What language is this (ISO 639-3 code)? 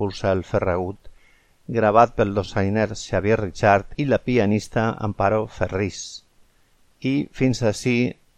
cat